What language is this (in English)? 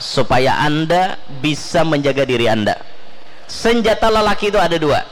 Banjar